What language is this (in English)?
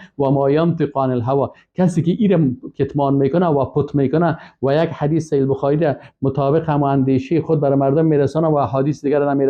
Persian